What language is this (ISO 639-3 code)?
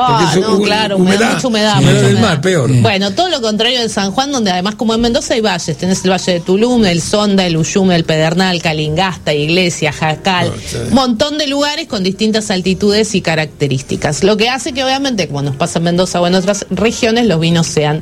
spa